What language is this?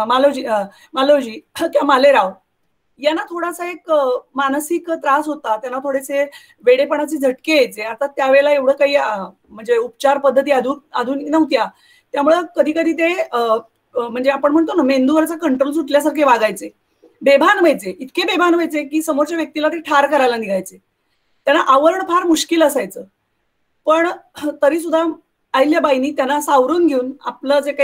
Marathi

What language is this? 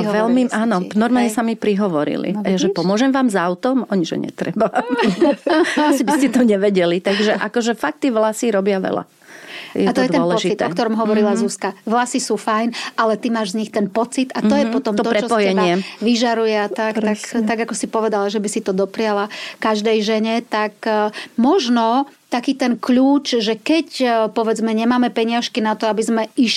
Slovak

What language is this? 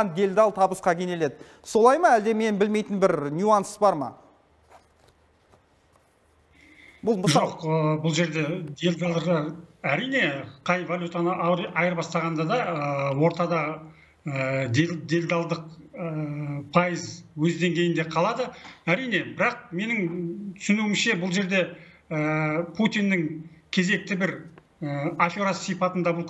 Kazakh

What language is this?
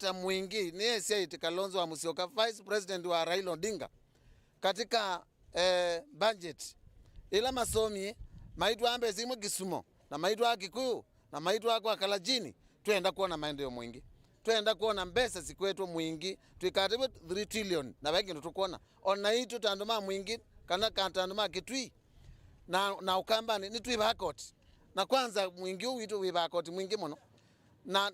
Kamba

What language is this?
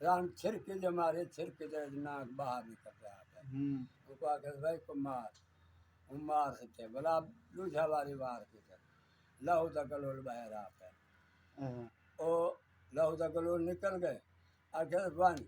Saraiki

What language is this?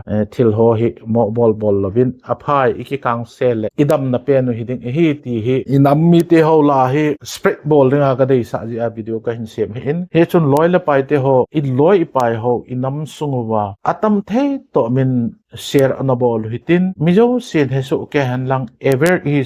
Thado Chin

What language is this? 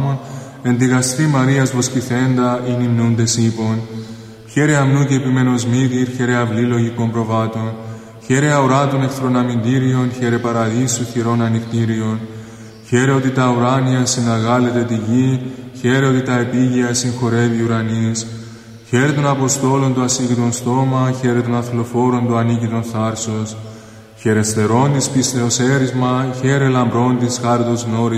Greek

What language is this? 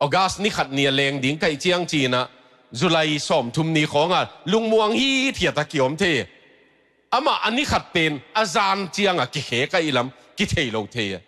Tedim Chin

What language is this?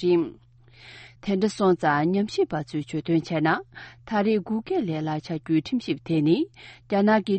Tibetan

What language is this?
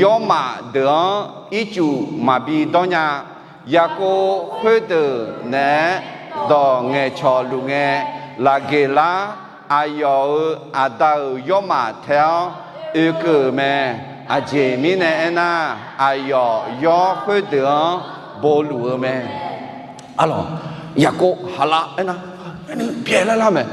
Akha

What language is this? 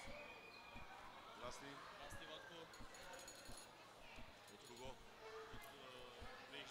Bulgarian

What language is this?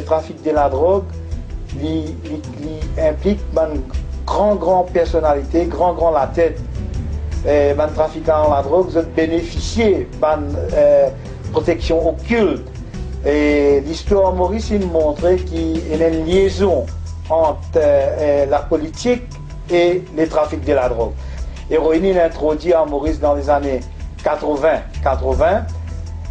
Morisyen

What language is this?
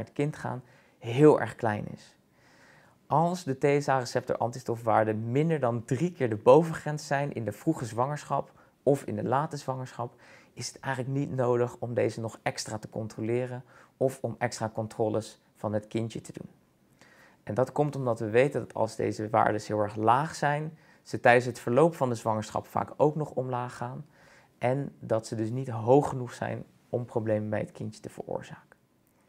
Dutch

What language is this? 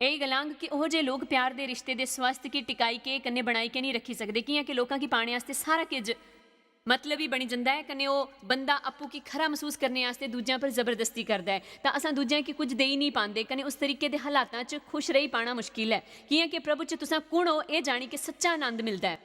Dogri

